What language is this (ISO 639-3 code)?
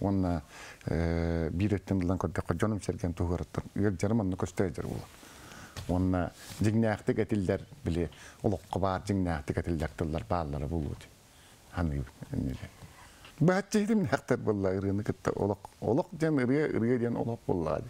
tat